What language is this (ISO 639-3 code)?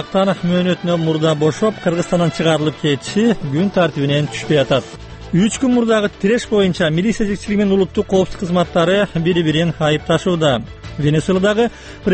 kir